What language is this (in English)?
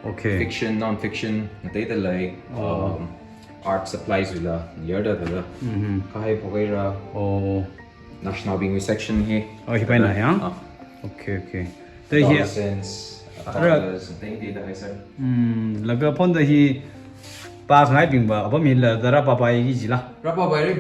Tangkhul Naga (India)